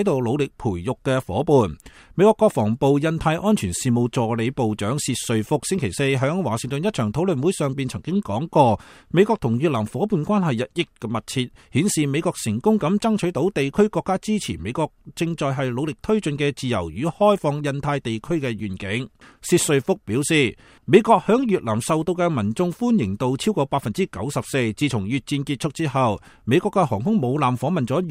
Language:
Cantonese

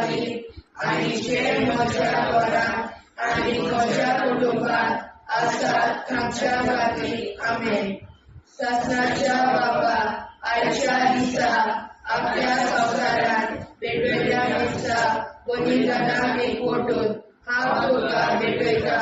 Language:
Konkani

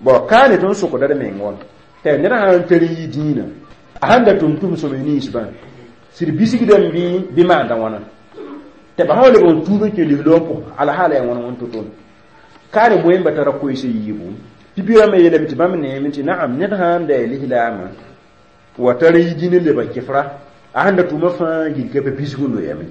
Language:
Mossi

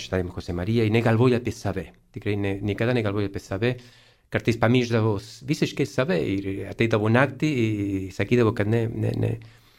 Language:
Lithuanian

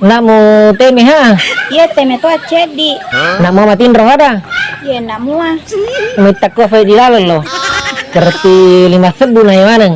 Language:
Buginese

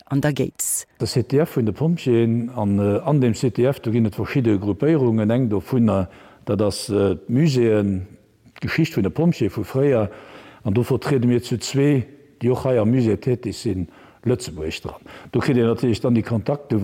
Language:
Luxembourgish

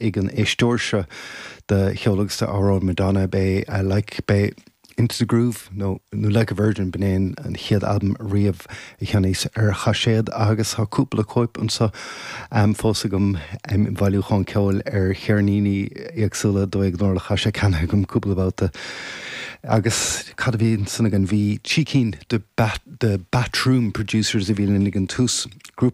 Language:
Irish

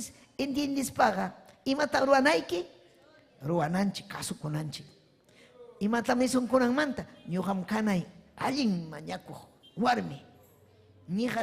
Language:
Ayacucho Quechua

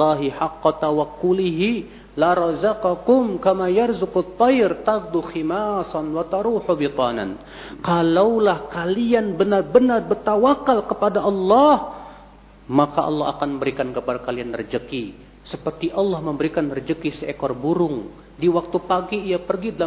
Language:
Indonesian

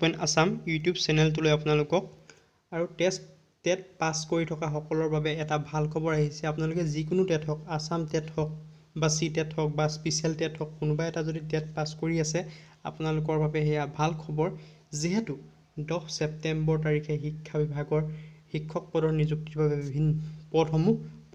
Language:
Assamese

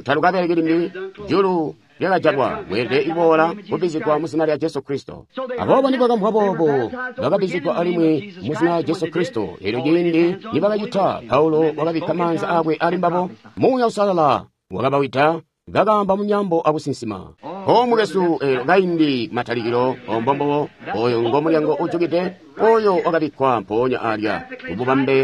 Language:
Tonga (Zambia)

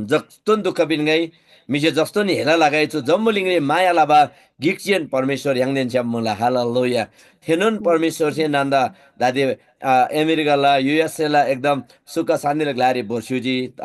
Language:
Eastern Tamang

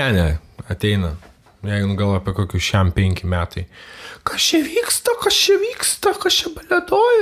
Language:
Lithuanian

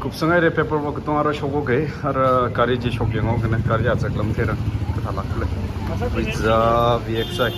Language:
Tangkhul Naga (India)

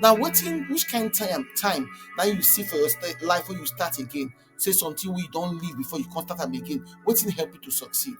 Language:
Nigerian Pidgin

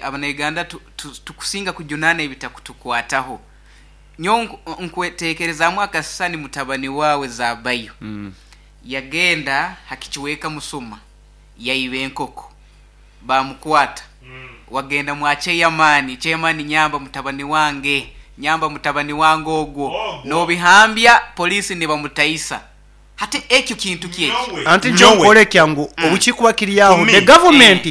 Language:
Nyoro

